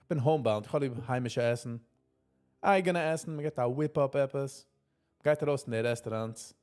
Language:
Yiddish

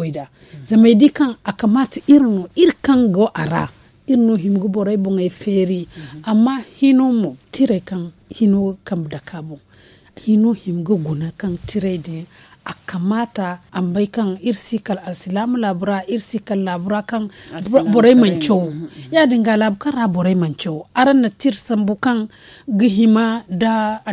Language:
Zarma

